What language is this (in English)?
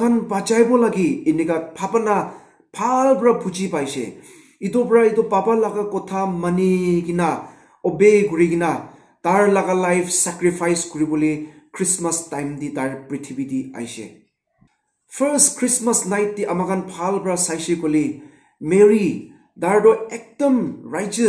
Naga Pidgin